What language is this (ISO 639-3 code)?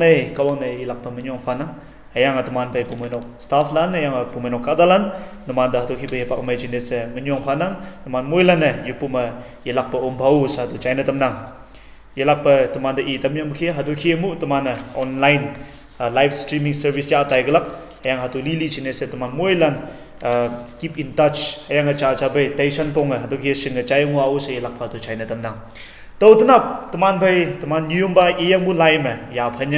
nbe